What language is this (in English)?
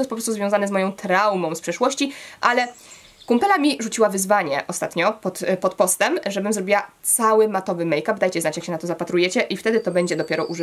Polish